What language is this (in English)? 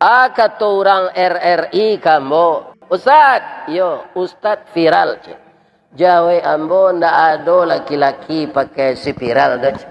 Minangkabau